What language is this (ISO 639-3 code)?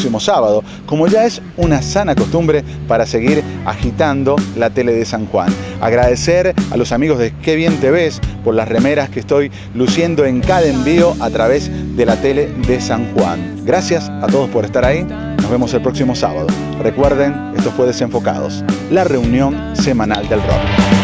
spa